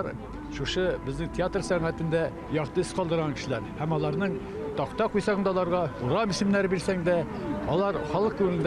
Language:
Tatar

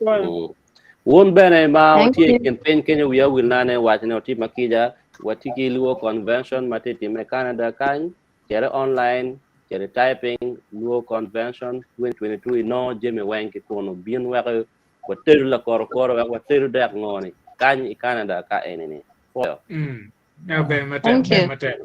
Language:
Acoli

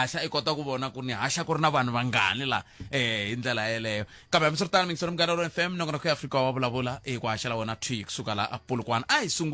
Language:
Tsonga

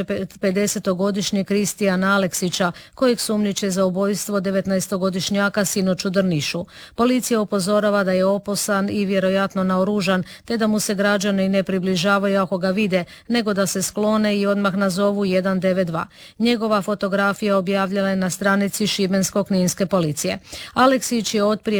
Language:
Croatian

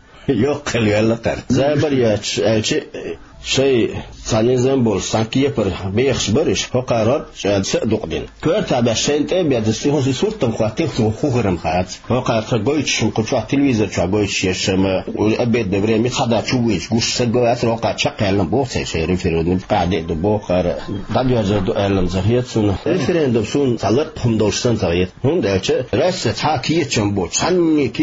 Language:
Chechen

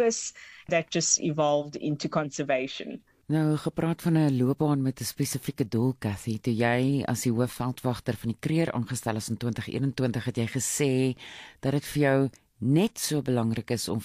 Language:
Afrikaans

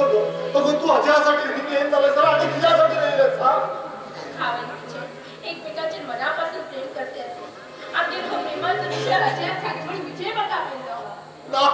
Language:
Konkani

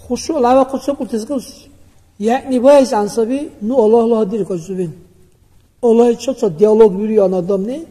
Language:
Dargwa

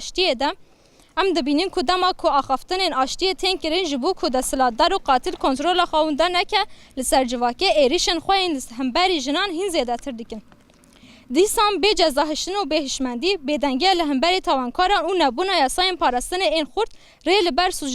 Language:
Kurdish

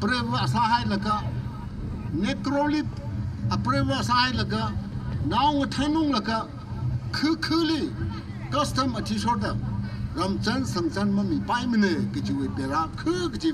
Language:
Tangkhul Naga (India)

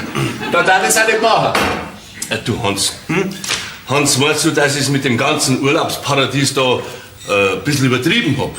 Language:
Bavarian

